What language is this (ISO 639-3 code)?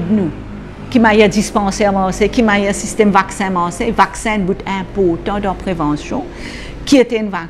mfe